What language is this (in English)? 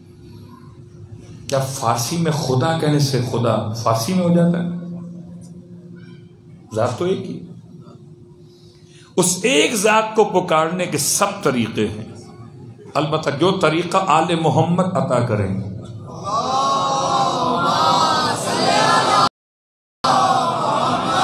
Urdu